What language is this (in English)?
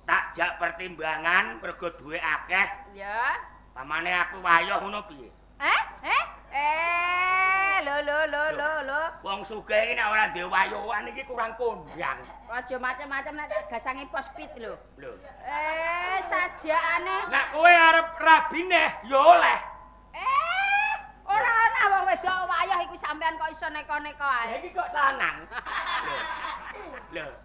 Javanese